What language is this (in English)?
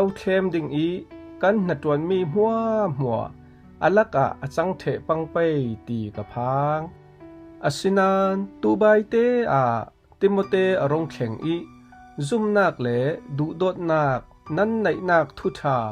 Falam Chin